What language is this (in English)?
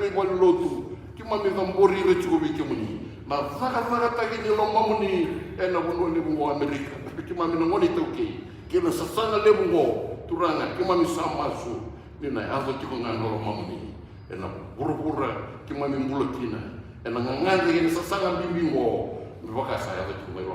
Fijian